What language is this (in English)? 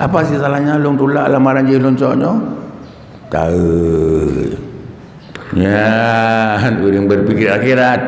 Achinese